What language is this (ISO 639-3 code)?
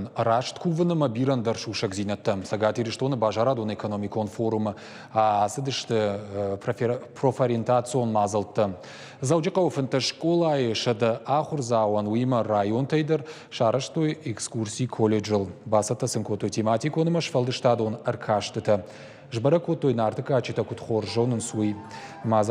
oss